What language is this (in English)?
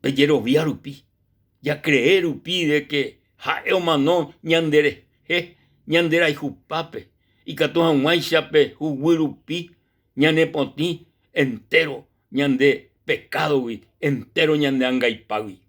Guarani